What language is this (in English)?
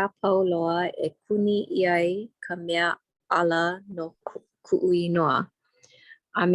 Hawaiian